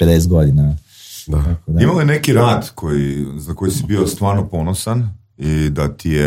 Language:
Croatian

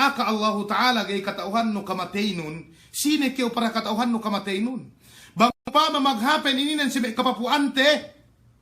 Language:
Yakan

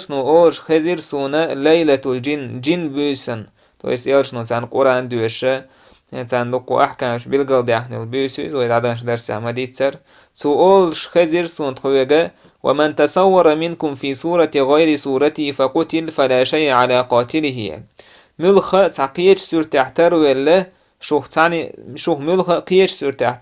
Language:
Chechen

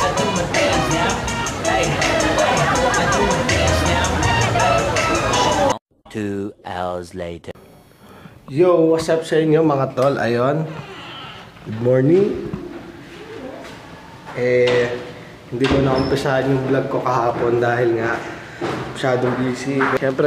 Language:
Filipino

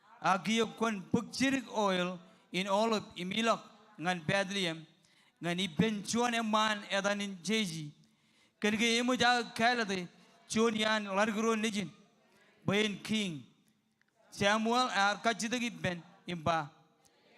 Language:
Marshallese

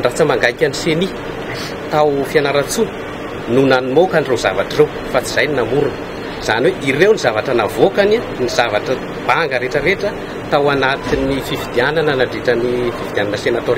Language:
Malagasy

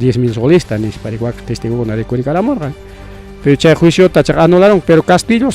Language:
Ayacucho Quechua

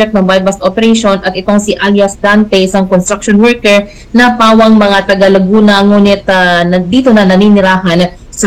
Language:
Filipino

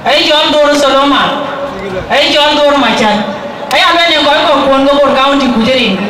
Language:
Dinka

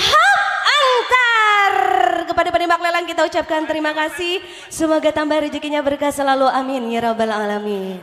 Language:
Banjar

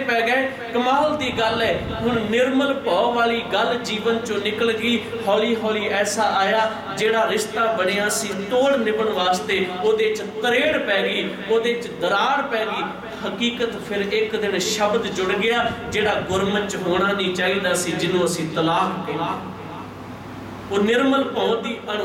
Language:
Punjabi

